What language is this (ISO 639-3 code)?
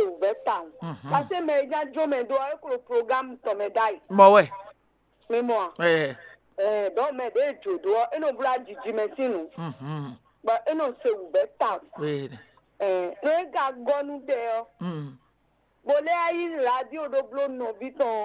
fon